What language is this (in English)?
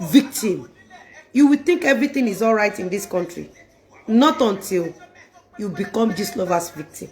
Yoruba